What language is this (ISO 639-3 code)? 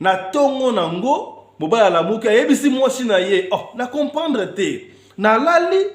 lin